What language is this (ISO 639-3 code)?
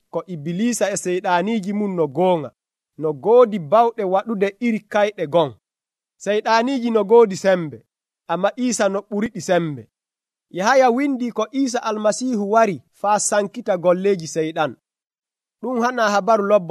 fuv